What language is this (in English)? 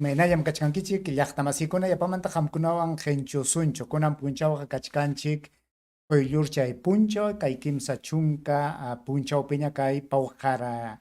Ayacucho Quechua